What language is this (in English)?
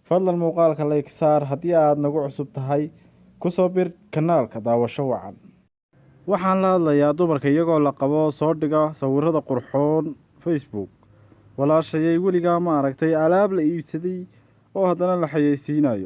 Somali